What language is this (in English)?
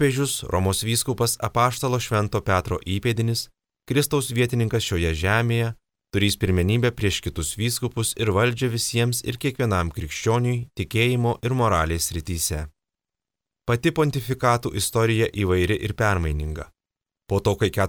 Lithuanian